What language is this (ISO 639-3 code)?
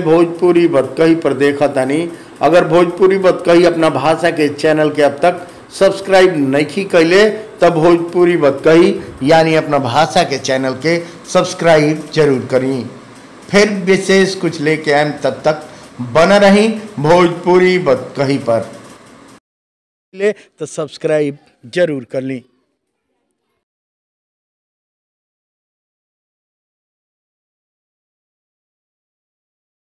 bho